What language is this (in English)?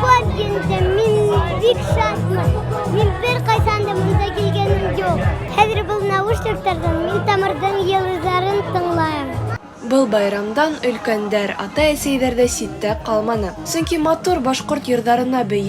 Bashkir